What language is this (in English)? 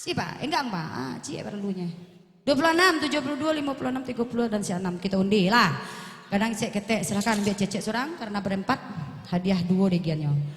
Minangkabau